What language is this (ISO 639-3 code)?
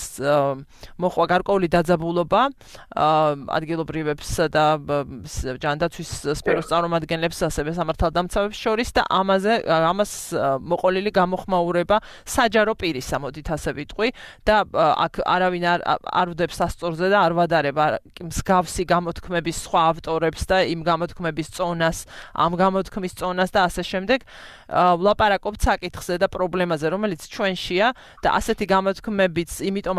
kat